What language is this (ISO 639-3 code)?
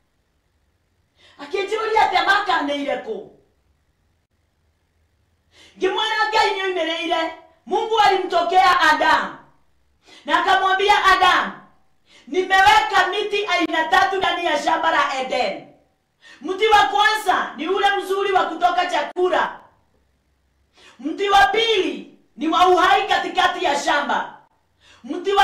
swa